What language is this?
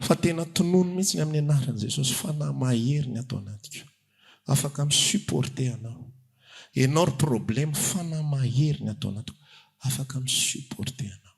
Malagasy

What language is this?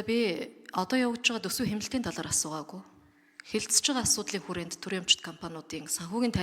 Mongolian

